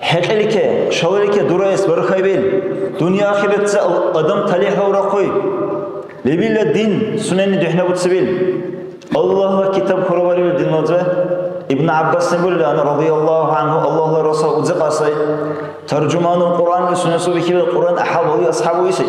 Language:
Dargwa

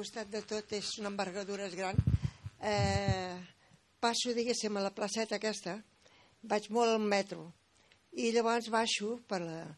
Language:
Catalan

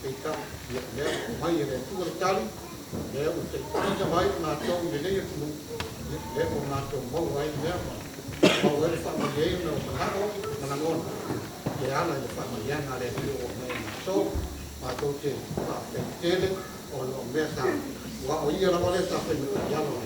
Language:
Samoan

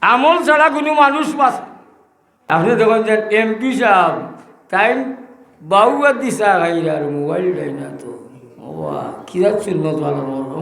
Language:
Sylheti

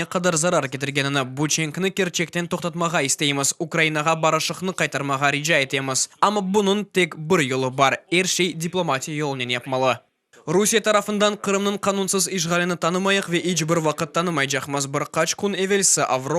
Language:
Crimean Tatar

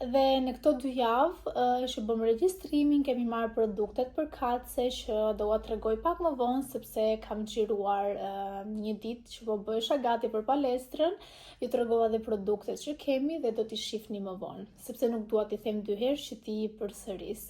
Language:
Albanian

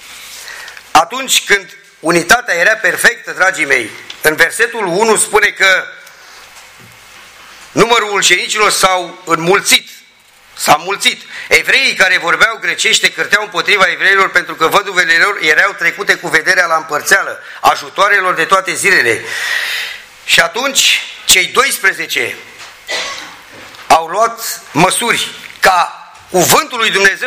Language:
Romanian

